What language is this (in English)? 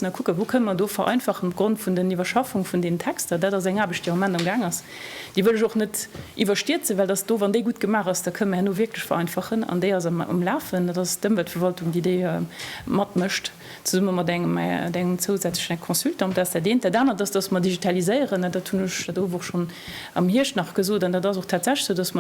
Luxembourgish